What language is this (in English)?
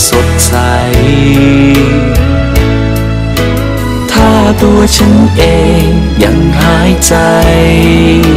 Thai